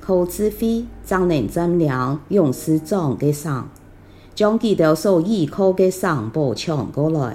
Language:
Hakka Chinese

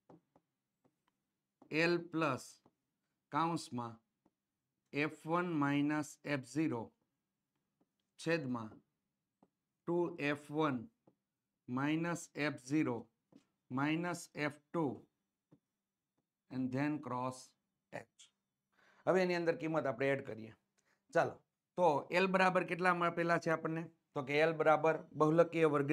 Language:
Gujarati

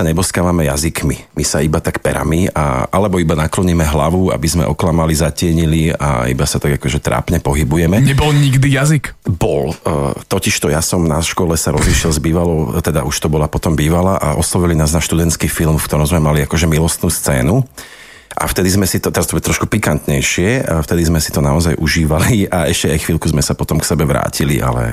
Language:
Slovak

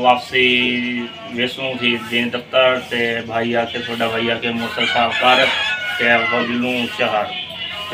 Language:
Saraiki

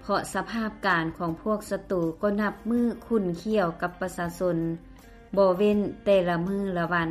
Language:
Lao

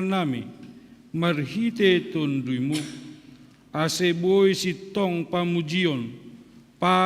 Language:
Batak Simalungun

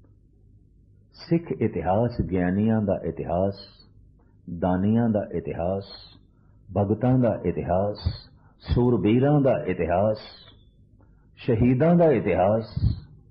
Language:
Punjabi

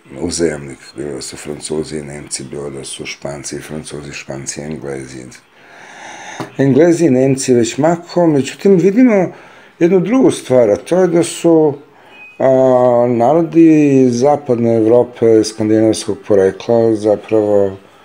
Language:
Serbian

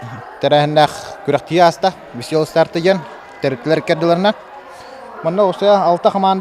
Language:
Yakut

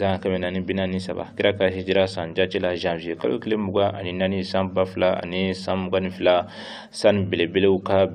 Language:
Bambara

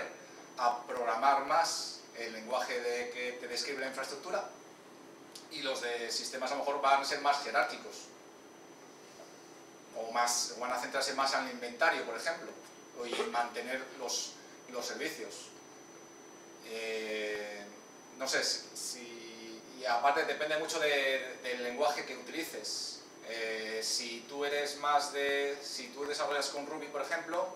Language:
Spanish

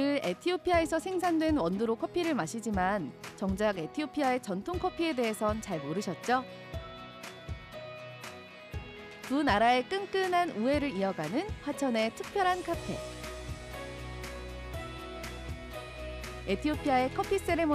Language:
Korean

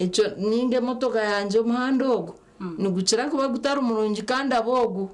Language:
Nyankole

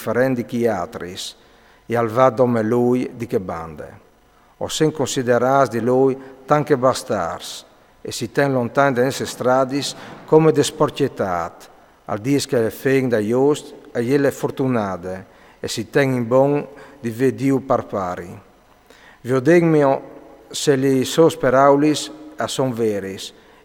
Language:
Friulian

